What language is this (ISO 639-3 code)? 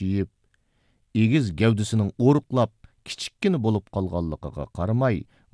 uig